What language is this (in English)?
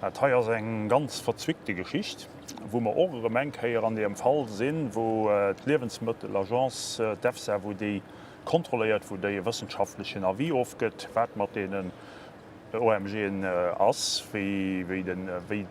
Luxembourgish